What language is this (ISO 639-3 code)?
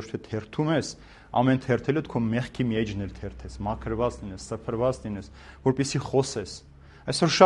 hye